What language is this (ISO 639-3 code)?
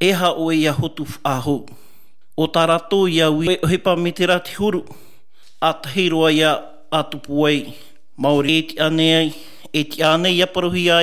tah